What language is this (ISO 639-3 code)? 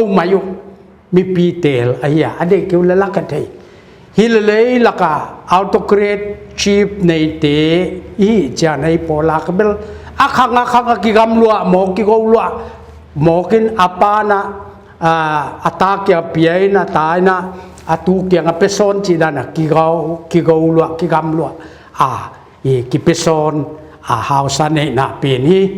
pck